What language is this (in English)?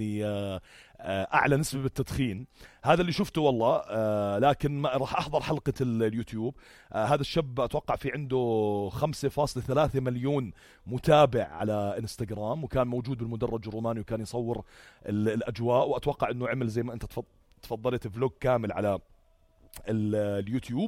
North Levantine Arabic